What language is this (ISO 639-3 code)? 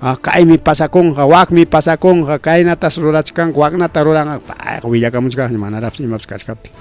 quy